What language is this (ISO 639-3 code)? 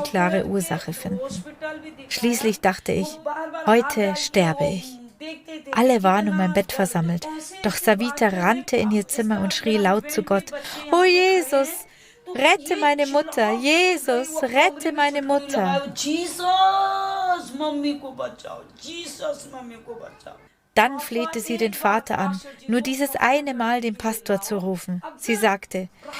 gsw